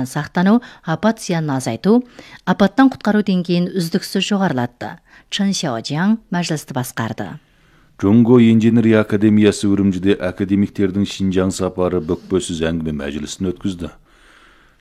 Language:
Kazakh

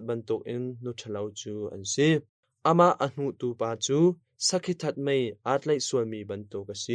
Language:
Hakha Chin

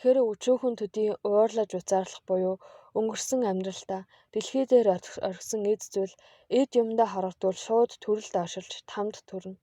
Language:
Mongolian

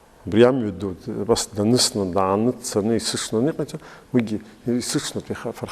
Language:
Abkhazian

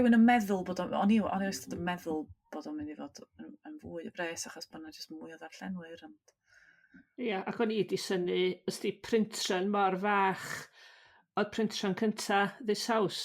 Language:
Welsh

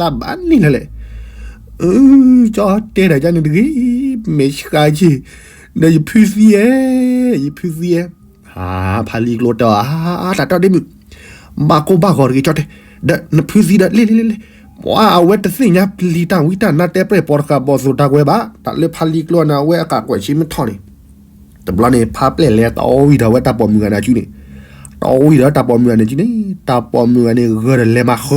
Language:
S'gaw Karen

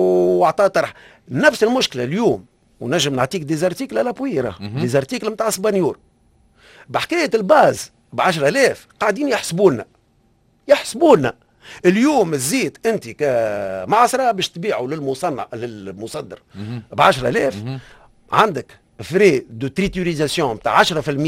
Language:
Tunisian Arabic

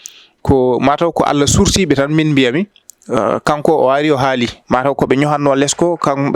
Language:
Fula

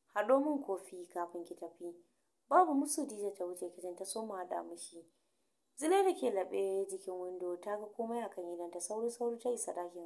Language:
Hausa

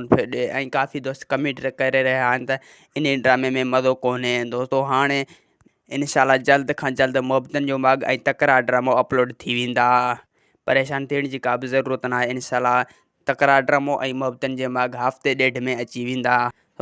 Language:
Sindhi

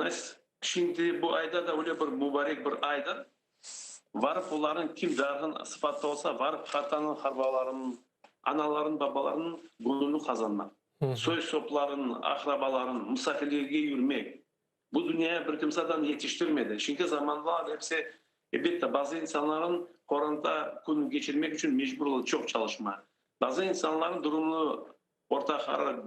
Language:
Crimean Tatar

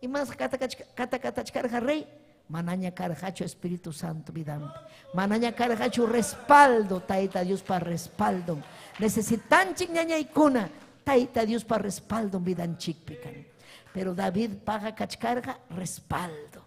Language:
Ayacucho Quechua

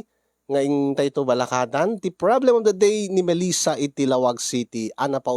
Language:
Iloko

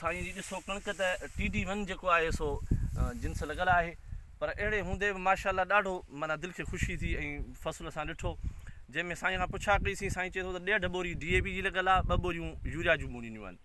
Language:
Sindhi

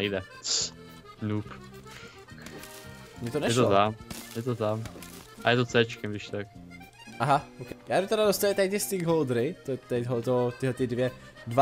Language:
Czech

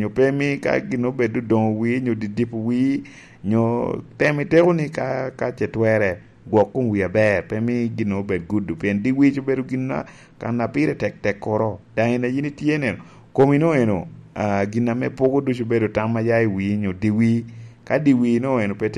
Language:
Lango (Uganda)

